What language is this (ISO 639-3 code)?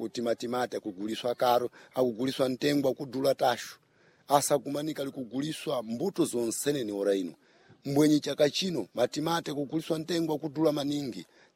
seh